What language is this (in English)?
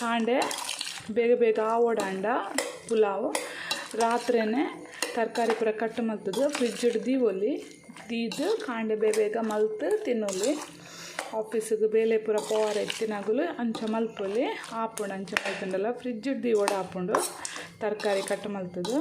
Tulu